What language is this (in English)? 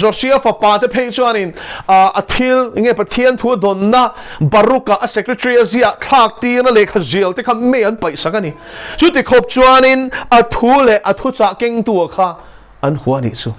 Mizo